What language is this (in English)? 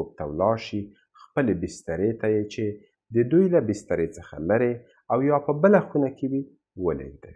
Pashto